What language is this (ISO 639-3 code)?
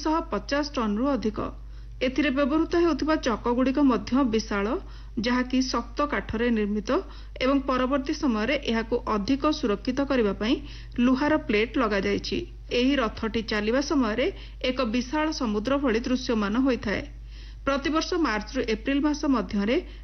ori